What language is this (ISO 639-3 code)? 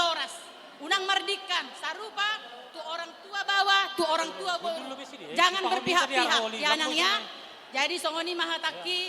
bbc